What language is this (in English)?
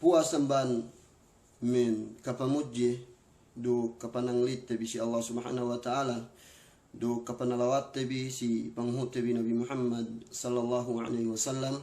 Yakan